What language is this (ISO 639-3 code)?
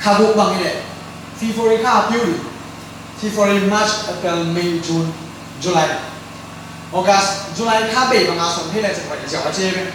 ctd